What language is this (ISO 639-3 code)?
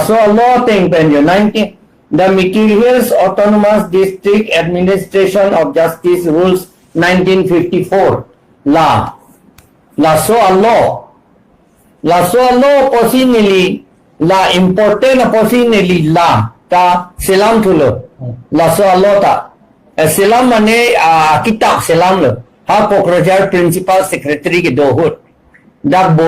mjw